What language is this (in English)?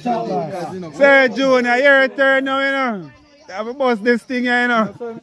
Jamaican Creole English